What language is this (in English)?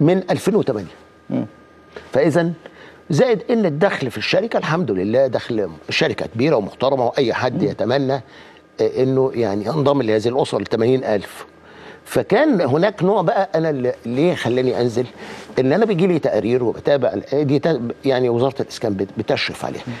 Egyptian Arabic